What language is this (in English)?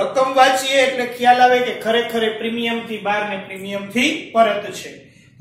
Gujarati